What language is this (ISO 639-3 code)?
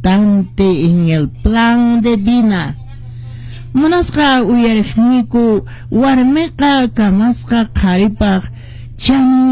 que